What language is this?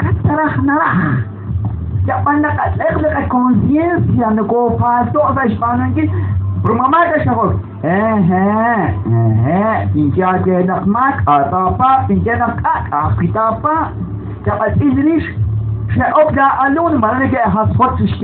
Kekchí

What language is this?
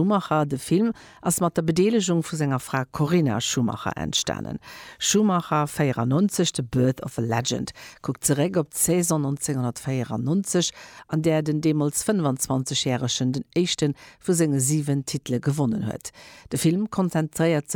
Luxembourgish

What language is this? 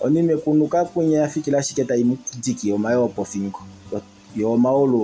Kuanyama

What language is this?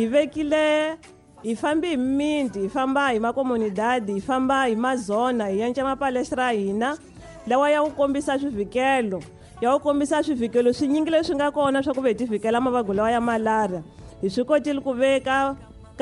Tsonga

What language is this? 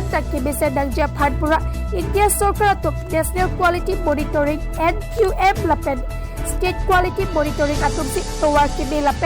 Karbi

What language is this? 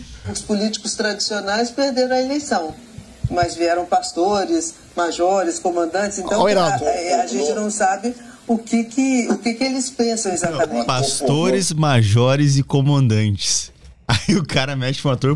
Portuguese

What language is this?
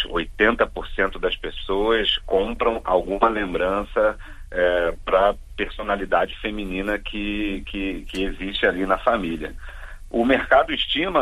Portuguese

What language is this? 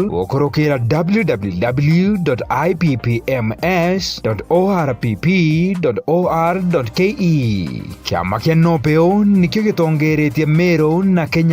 Meru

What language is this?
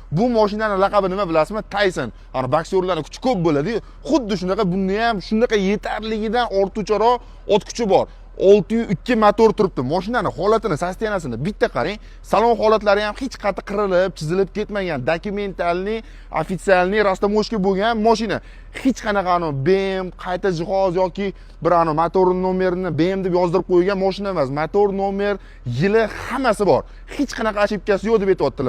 Uzbek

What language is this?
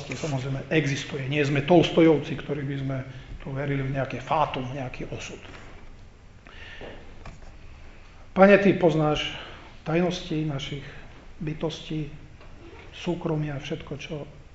Slovak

